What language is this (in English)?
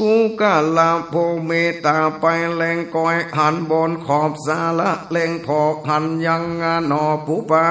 Northern Thai